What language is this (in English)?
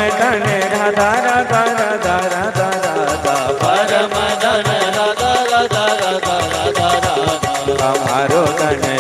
Dogri